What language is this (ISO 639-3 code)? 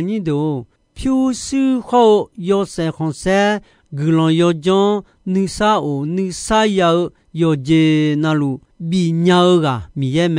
ahk